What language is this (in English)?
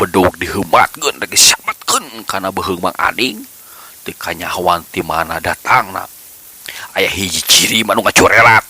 Sundanese